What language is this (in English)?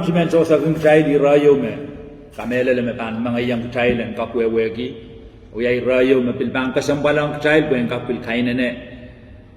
Pohnpeian